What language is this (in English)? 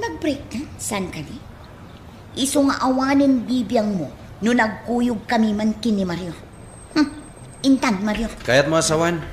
Iloko